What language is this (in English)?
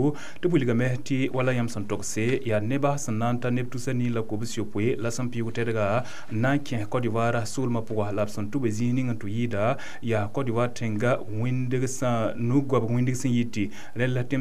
Mossi